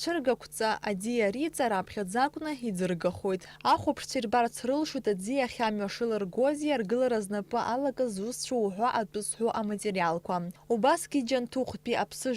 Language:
Abkhazian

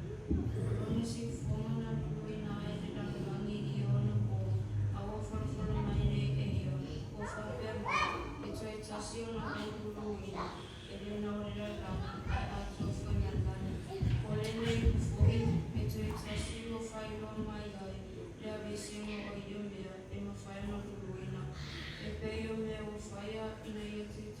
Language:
Samoan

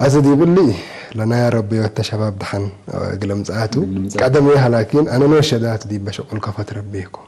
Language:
Tigre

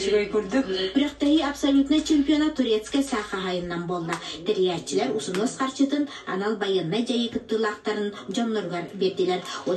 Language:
Yakut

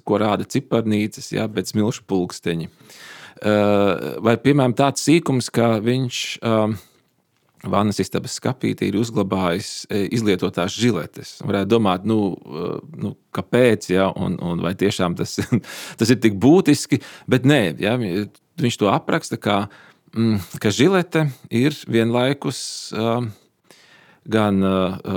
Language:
Latvian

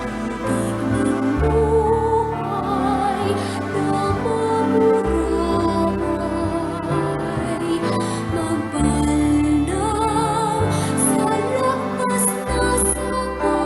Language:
Bikol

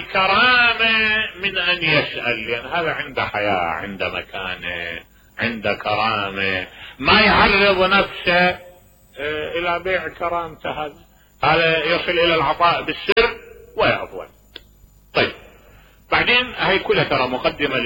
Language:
Mesopotamian Arabic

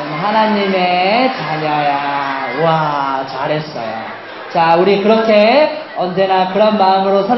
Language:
Korean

